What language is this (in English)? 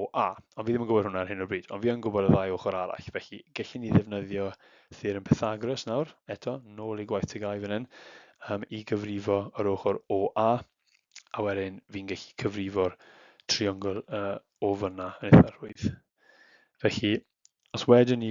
Welsh